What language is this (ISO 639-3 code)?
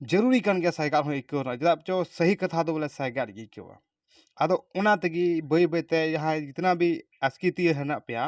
sat